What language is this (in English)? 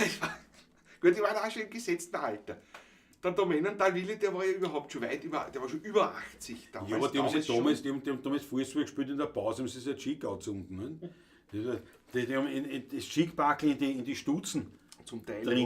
Bavarian